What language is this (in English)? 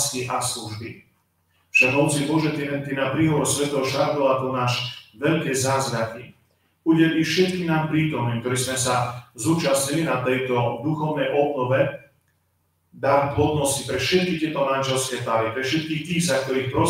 Slovak